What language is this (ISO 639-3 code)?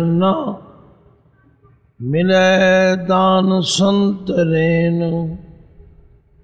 pan